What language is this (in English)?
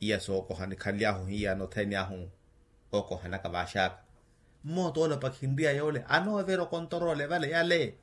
Makhuwa